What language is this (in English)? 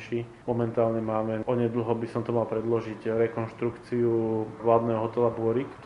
Slovak